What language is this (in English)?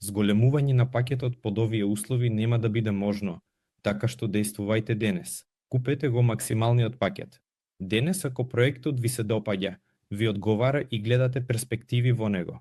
Macedonian